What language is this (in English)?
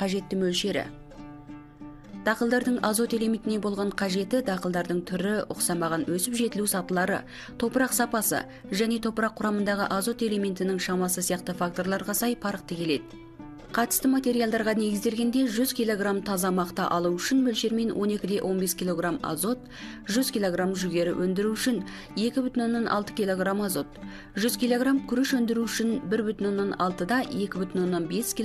Kazakh